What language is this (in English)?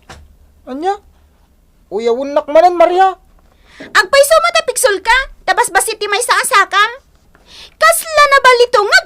Iloko